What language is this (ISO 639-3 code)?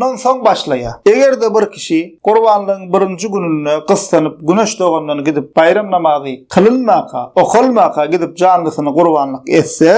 tuk